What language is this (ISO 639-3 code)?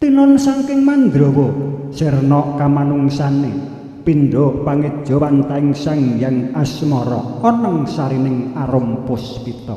jav